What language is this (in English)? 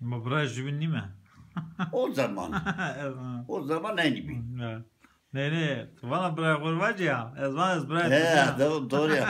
Zaza